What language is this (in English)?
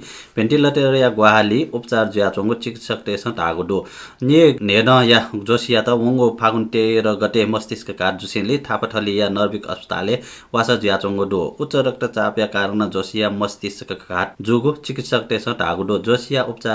Newari